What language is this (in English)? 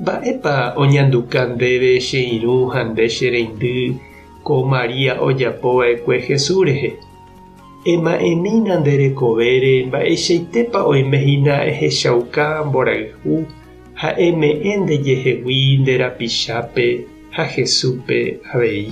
Guarani